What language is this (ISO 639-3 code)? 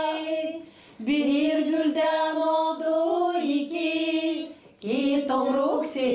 gag